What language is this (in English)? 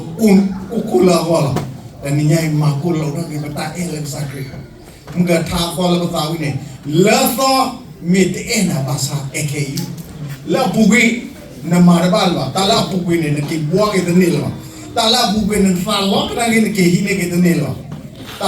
S'gaw Karen